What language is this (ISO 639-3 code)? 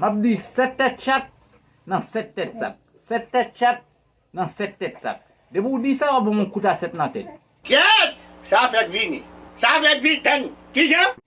hat